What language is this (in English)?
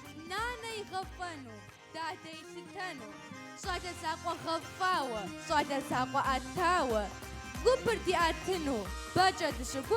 Kabardian